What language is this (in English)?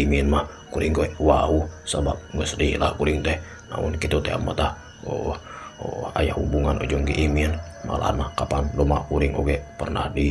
Sundanese